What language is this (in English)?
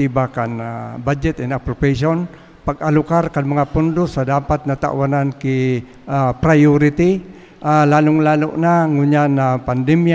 Bikol